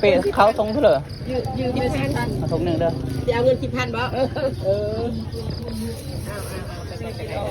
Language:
Lao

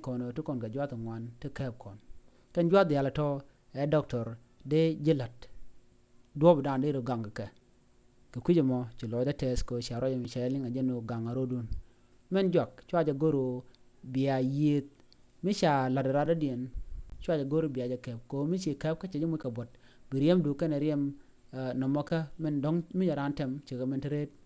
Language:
Nuer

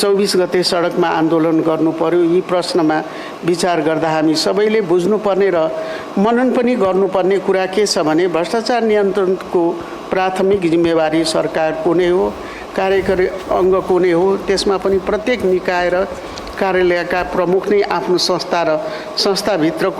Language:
Nepali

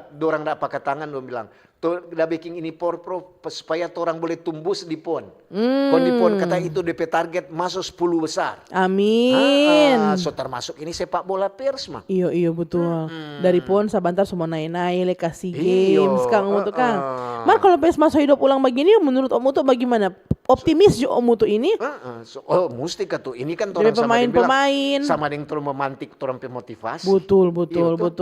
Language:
Manado Malay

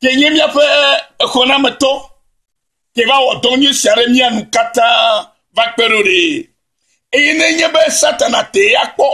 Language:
Ewe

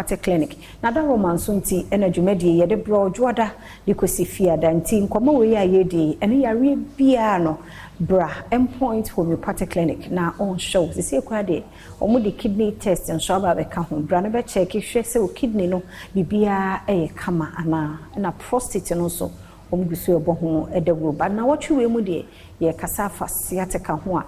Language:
Akan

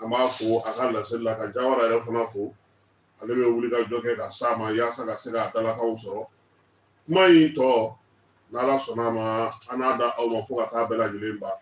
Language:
Bambara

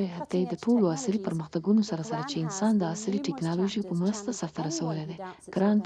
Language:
Pashto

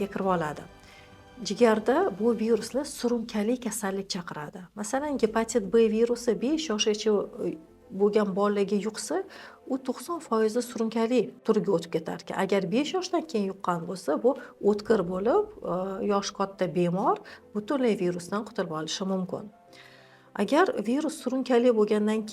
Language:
Uzbek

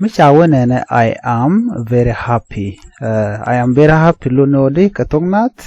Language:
Nuer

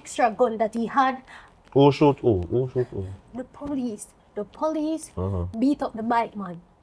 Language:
Jamaican Creole English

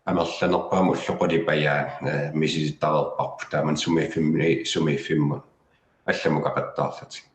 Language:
Kalaallisut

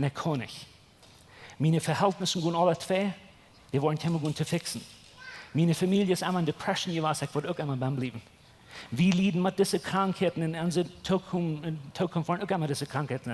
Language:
Plautdietsch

